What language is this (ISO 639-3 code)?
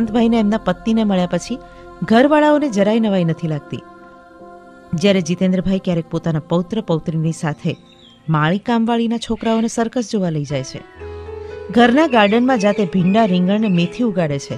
guj